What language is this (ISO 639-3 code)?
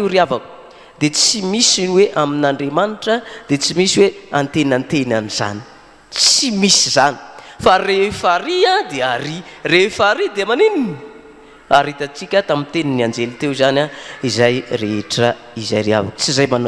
mlg